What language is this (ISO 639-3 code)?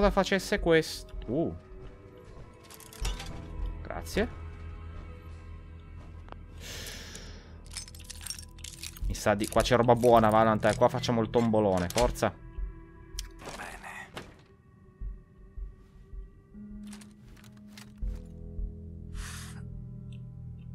ita